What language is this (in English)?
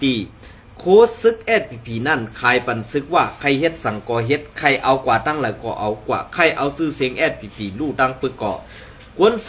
Shan